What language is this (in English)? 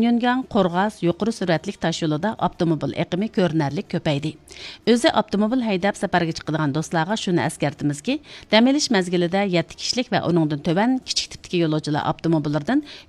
Uyghur